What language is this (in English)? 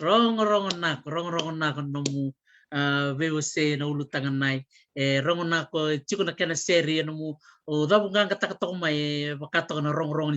Fijian